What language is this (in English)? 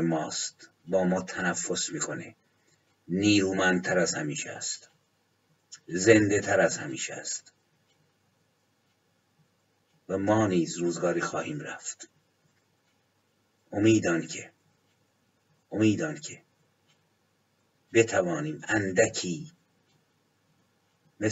Persian